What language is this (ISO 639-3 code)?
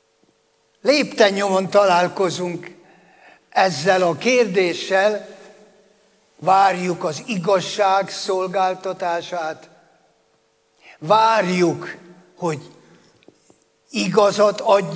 hun